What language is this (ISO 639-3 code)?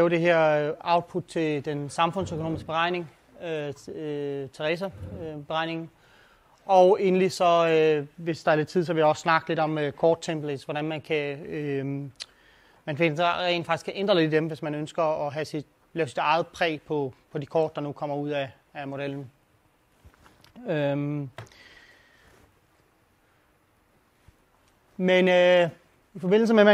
dan